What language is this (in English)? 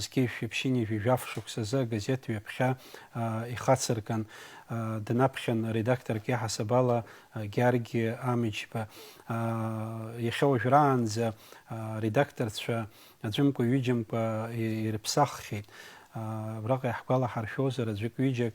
Abkhazian